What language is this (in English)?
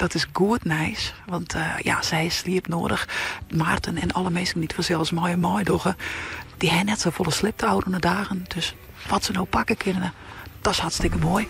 Western Frisian